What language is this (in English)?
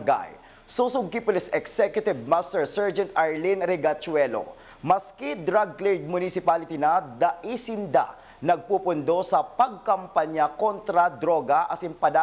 Bikol